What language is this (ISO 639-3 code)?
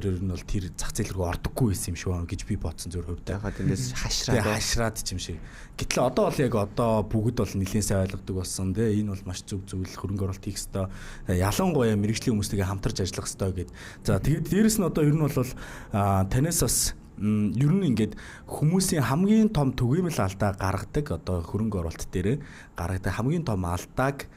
mon